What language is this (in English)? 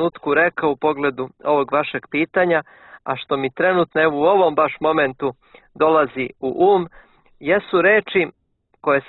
Serbian